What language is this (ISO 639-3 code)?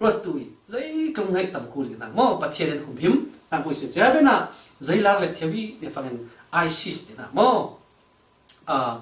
cfm